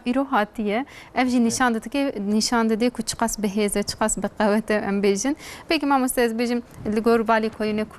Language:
Kurdish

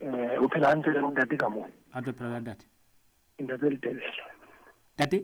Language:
Southern Sotho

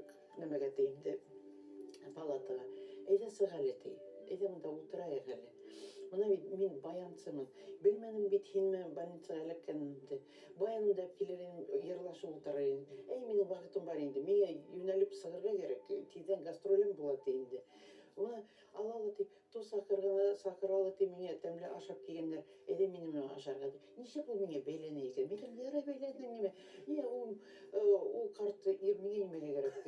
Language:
Bashkir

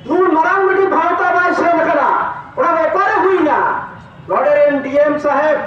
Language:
Santali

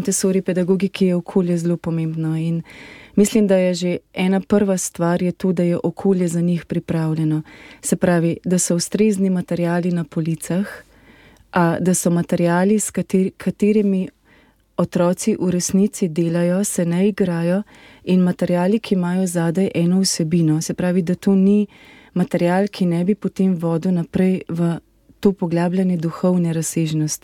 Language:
Slovenian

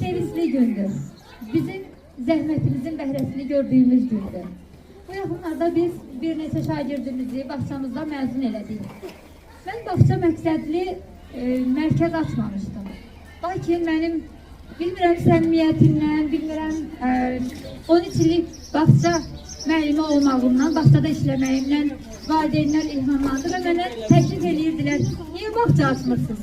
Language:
Azerbaijani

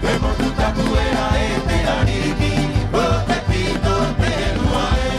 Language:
Rapanui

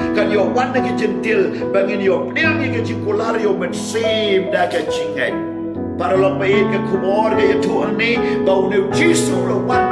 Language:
Khasi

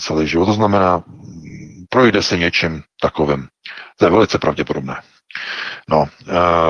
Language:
Czech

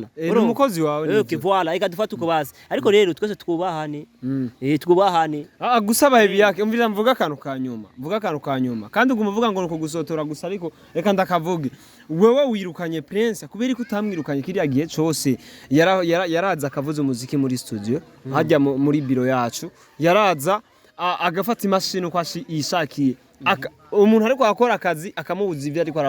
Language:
Rundi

